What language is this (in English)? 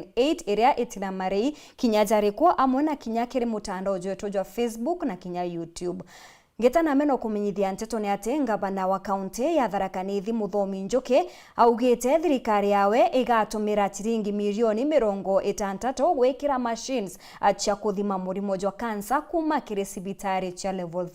Meru